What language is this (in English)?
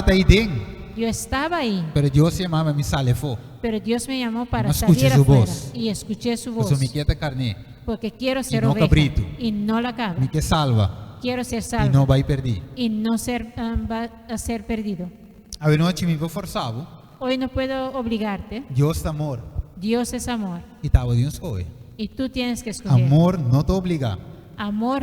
Papiamento